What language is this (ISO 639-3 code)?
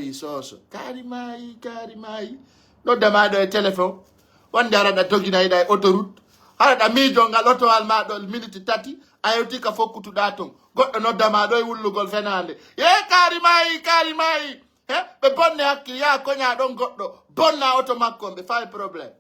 fuf